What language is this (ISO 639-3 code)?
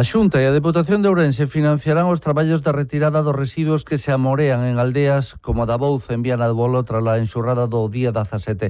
glg